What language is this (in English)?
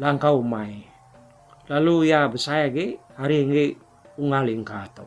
Iban